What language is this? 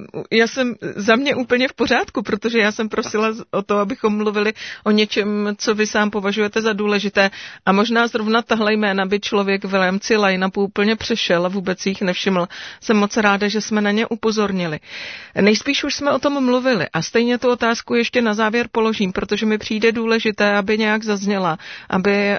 Czech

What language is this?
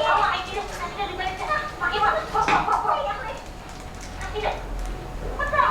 Banjar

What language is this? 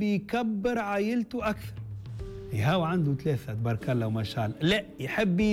Tunisian Arabic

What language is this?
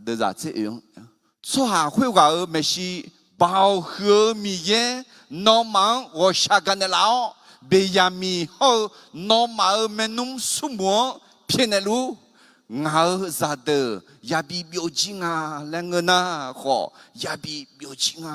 Akha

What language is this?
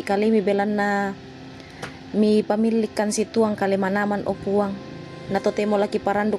Toraja-Sa'dan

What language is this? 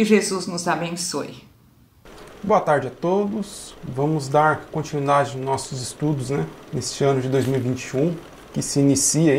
Portuguese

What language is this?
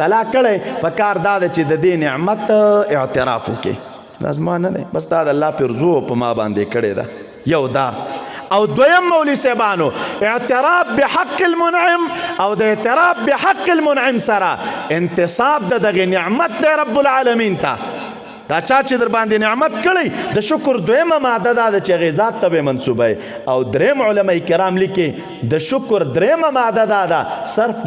Pashto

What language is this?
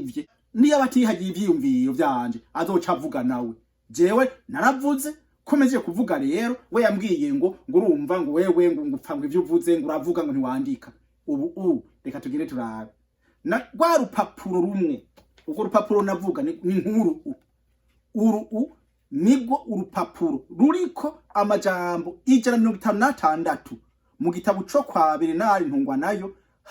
Rundi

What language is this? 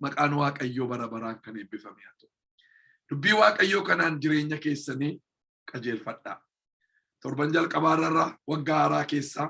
Oromo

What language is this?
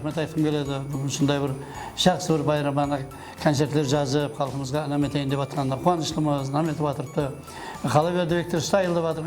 Kara-Kalpak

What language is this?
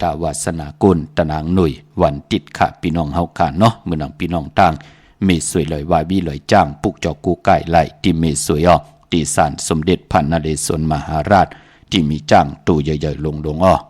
Shan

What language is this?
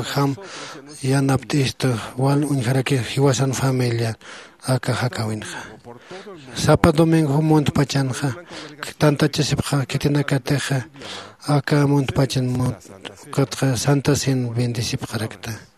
Aymara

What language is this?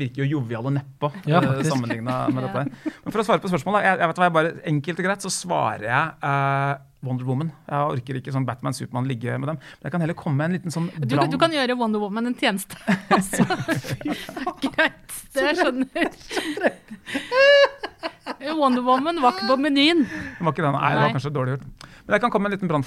Norwegian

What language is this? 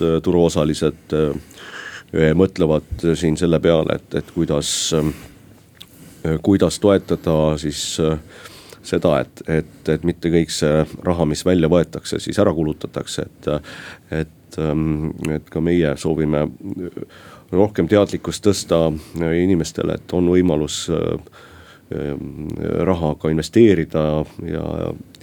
Estonian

